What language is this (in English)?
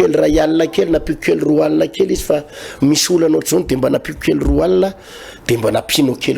Malagasy